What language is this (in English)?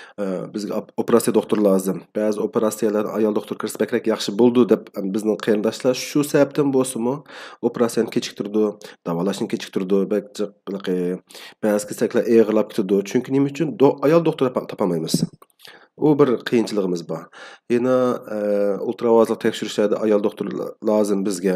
Uyghur